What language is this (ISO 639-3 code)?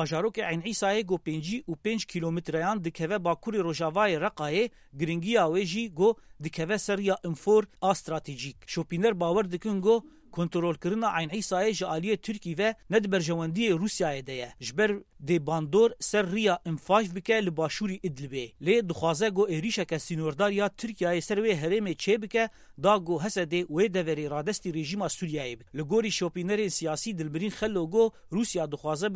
kur